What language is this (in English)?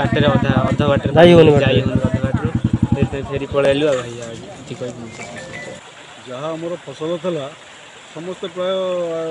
Odia